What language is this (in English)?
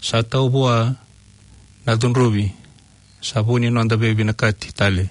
Fijian